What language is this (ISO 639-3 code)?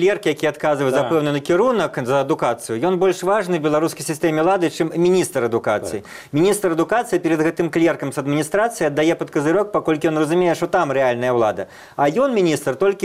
bel